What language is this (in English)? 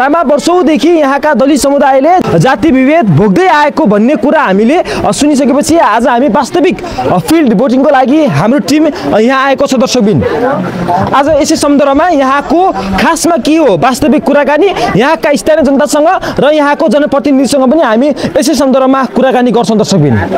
Nepali